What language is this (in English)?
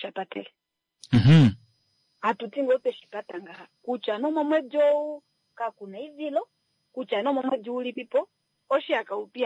Kuanyama